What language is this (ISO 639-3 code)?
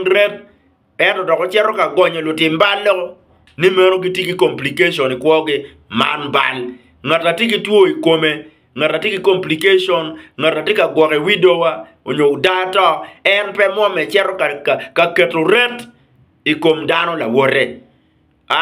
ach